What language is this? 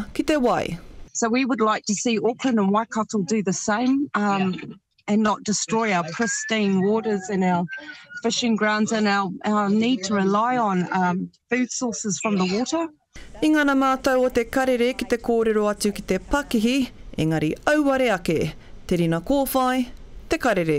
Māori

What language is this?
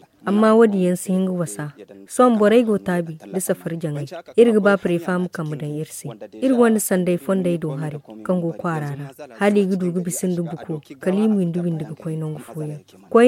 Zarma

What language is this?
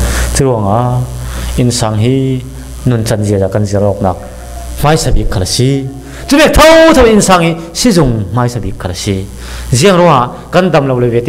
Falam Chin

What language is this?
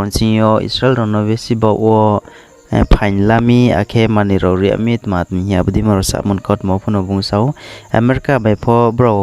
Riang (India)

